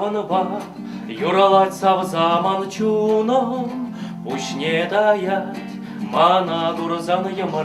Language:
Chuvash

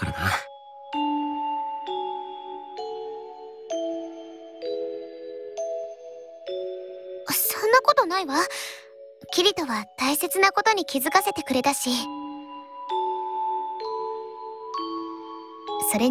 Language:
Japanese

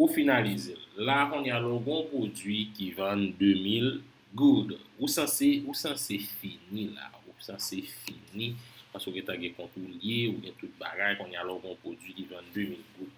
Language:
Haitian Creole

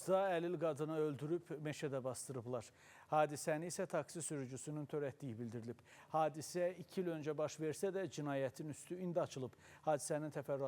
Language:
Azerbaijani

